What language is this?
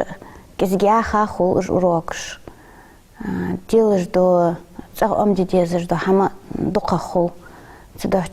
Ingush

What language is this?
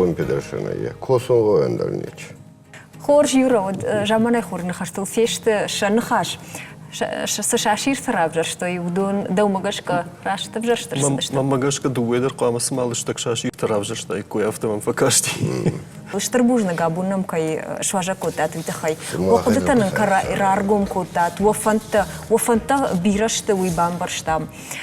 Ossetic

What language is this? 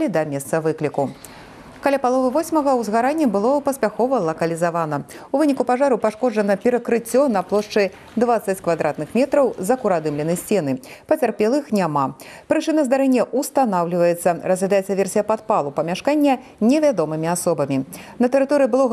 Belarusian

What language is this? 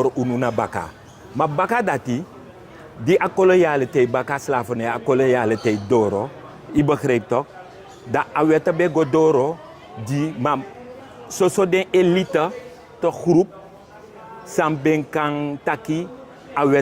Sranan Tongo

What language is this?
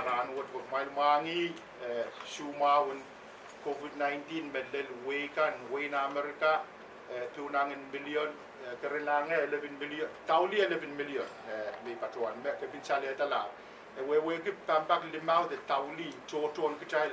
Pohnpeian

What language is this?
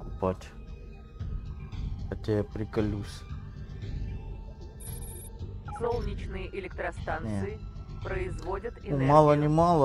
Russian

